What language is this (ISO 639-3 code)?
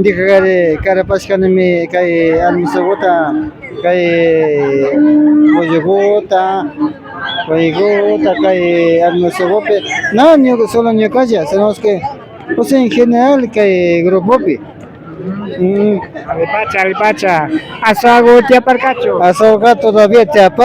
qvi